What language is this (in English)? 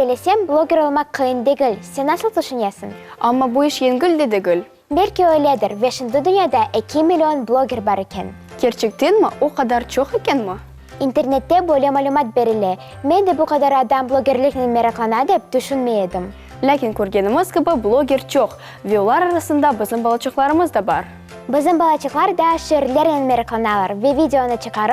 Crimean Tatar